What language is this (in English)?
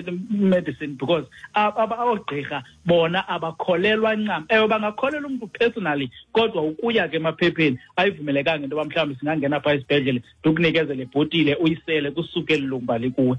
Xhosa